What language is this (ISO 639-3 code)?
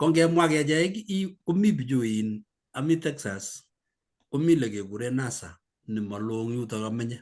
kln